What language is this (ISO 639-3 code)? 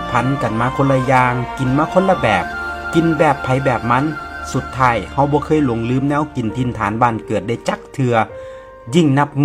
tts